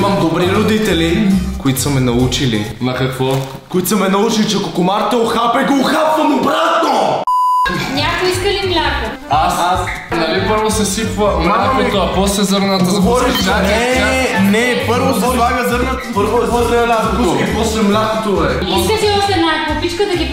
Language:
Bulgarian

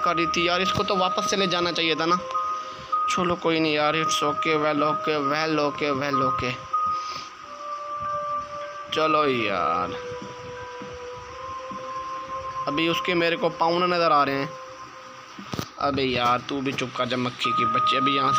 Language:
Hindi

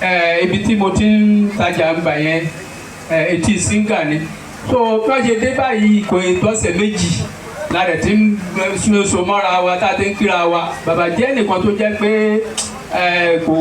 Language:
Yoruba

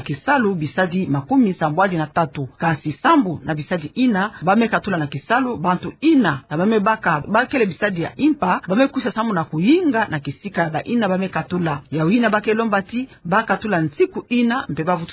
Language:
Kituba (Democratic Republic of Congo)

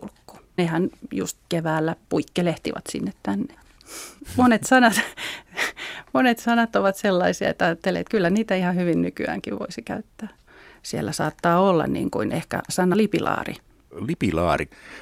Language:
Finnish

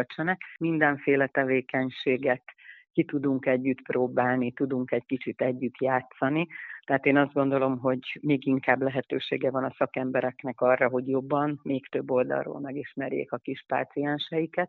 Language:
Hungarian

